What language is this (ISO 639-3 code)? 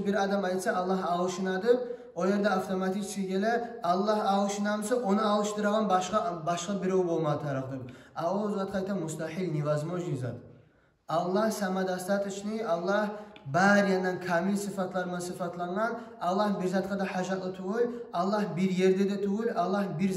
kum